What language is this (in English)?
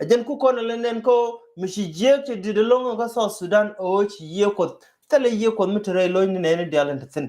Nuer